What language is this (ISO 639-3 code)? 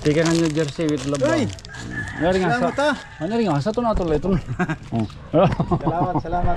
war